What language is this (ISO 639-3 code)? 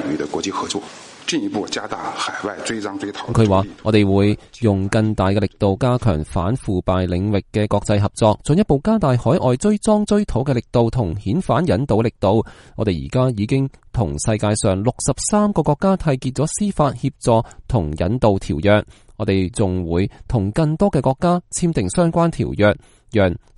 yue